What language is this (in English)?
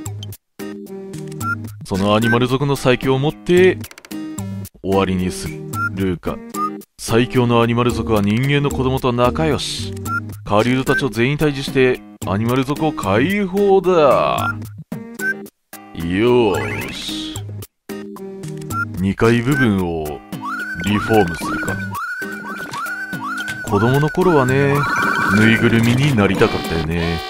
Japanese